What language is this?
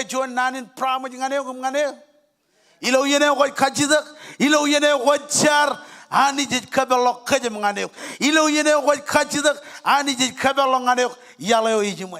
Marshallese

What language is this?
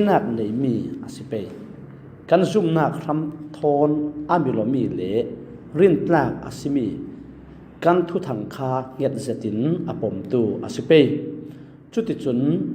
Falam Chin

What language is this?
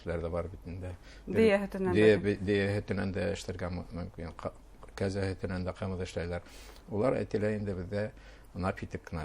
Bashkir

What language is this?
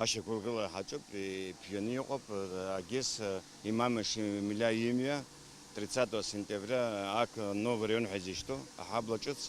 Abkhazian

